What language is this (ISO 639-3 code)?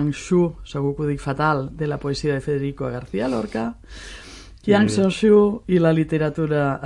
cat